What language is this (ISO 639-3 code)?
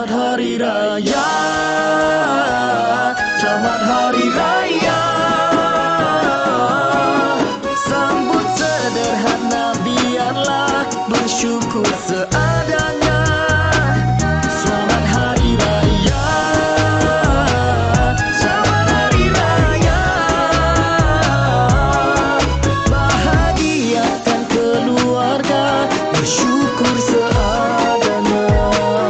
msa